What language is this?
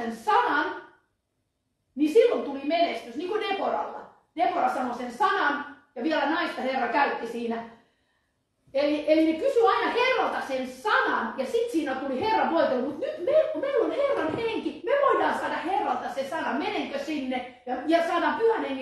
Finnish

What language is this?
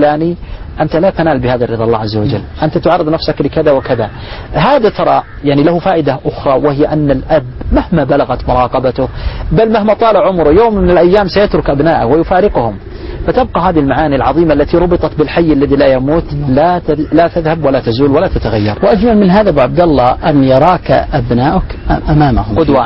Arabic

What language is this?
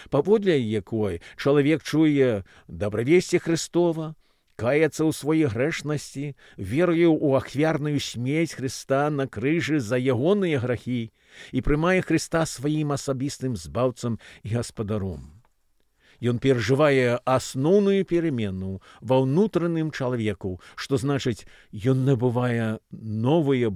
Belarusian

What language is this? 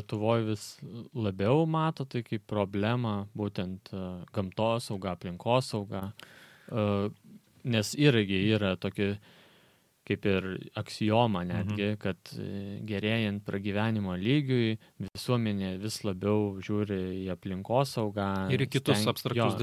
Lithuanian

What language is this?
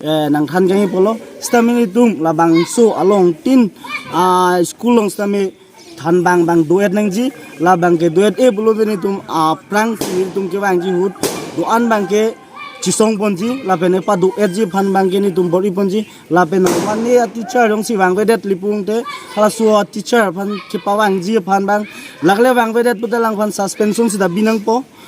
Karbi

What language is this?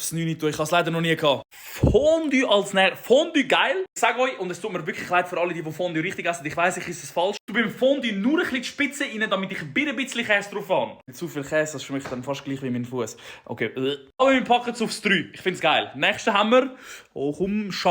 Swiss German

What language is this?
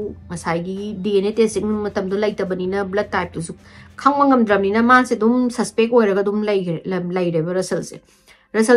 Manipuri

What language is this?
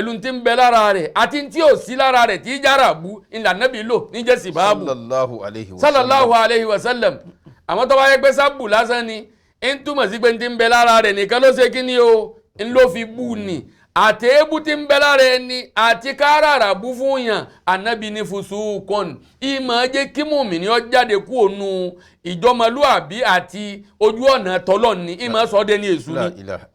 Yoruba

